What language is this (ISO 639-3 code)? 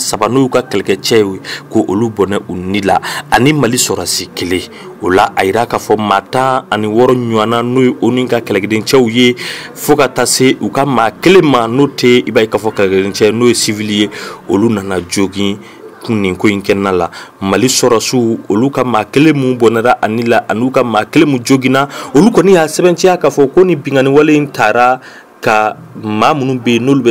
bam